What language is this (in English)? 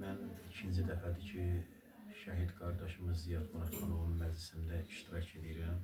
Azerbaijani